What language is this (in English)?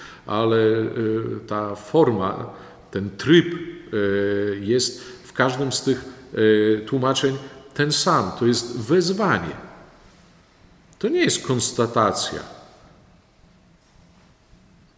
Polish